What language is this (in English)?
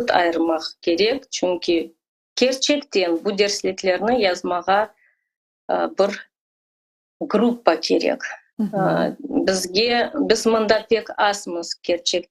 Crimean Tatar